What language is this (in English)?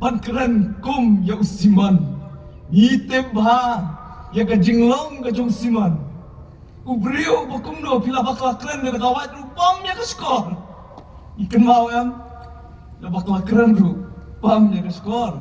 Khasi